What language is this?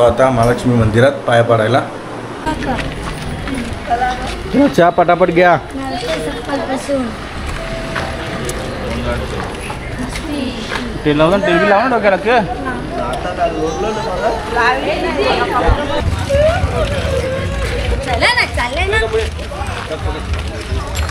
Marathi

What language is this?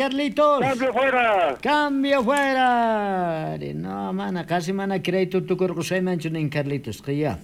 South Bolivian Quechua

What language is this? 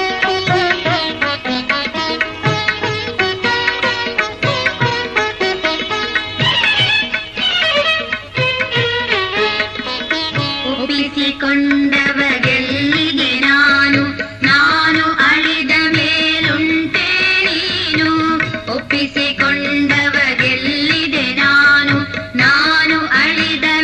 Kannada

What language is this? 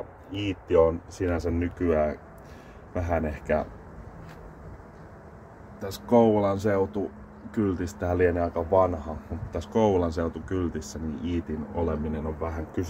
Finnish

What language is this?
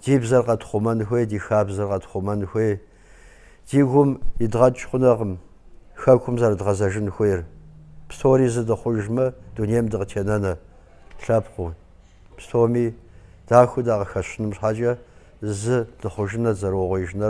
Kabardian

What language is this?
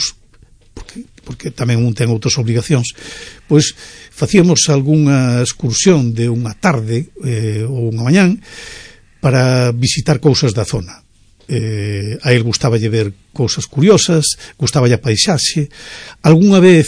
Galician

